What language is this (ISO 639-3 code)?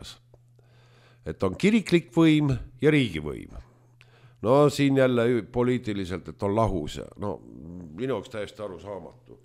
est